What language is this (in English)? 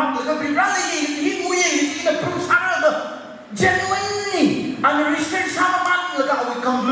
Tangkhul Naga (India)